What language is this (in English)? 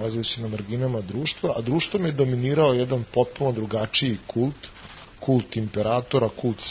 Serbian